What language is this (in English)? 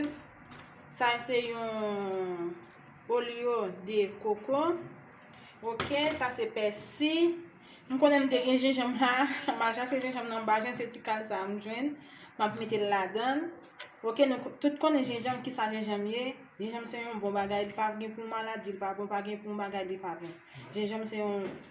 Haitian Creole